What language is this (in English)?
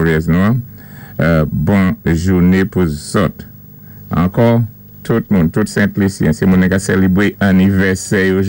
Saint Lucian Creole French